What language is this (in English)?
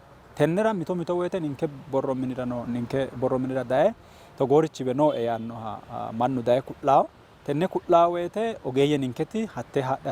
Sidamo